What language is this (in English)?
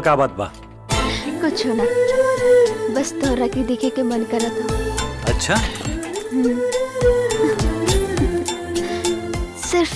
Bhojpuri